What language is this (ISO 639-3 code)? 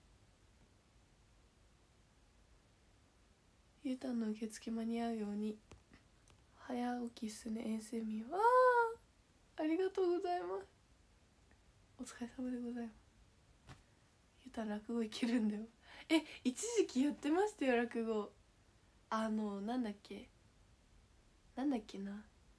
jpn